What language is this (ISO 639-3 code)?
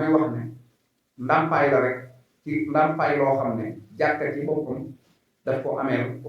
wol